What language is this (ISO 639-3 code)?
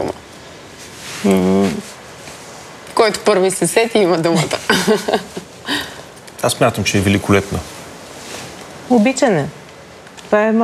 bul